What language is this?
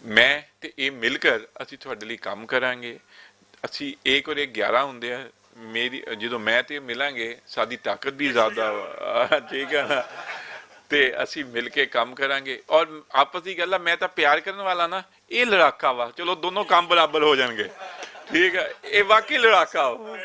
Western Panjabi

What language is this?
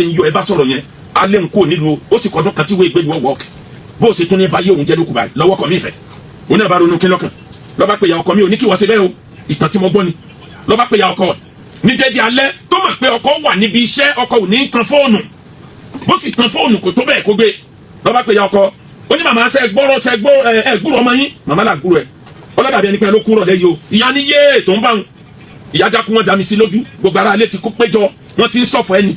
Yoruba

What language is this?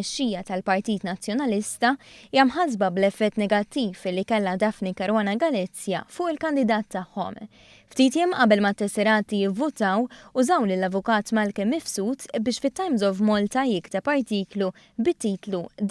Maltese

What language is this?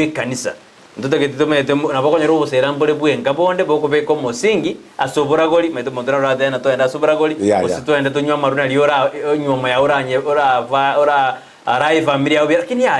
Gusii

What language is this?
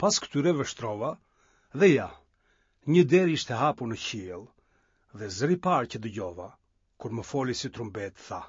Albanian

